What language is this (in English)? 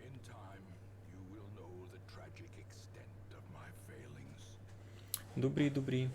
Rusyn